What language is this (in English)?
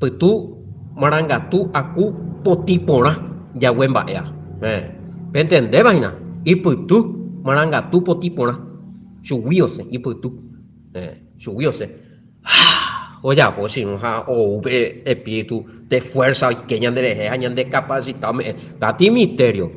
Guarani